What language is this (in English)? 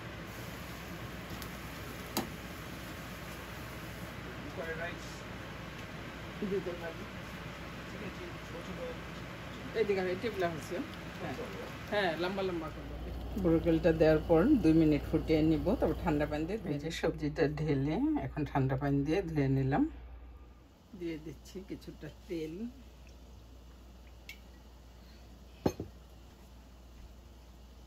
Bangla